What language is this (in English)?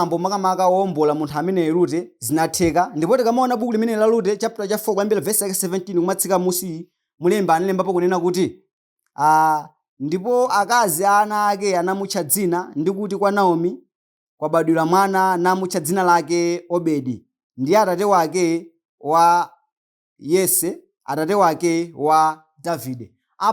Nyanja